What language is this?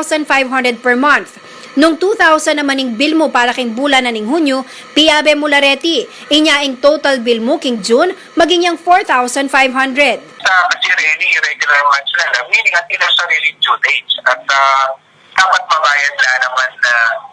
Pampanga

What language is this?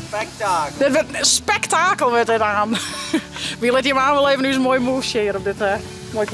Western Frisian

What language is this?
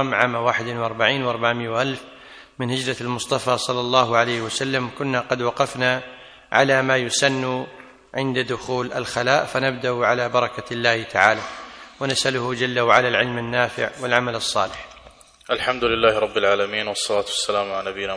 Arabic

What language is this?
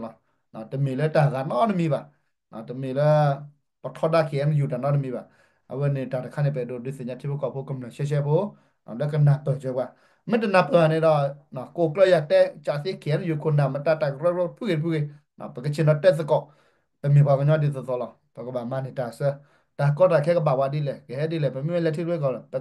S'gaw Karen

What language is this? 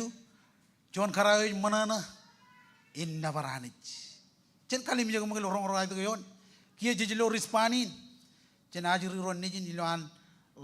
Marshallese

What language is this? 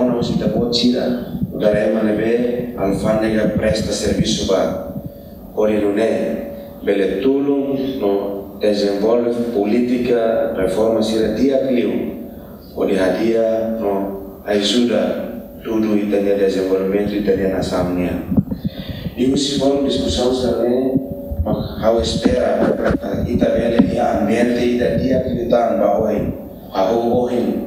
Tetum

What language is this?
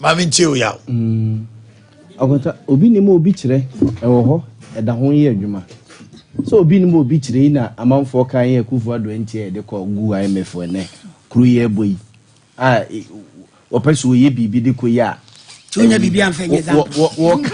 Akan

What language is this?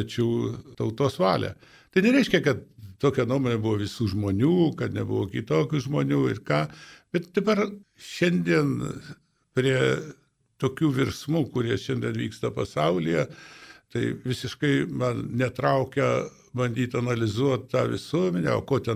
Lithuanian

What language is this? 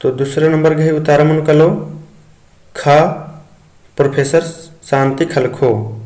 Kurukh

